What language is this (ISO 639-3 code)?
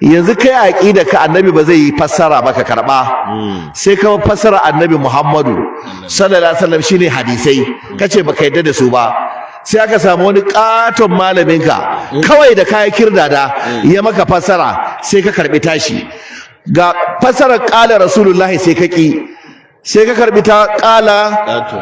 hau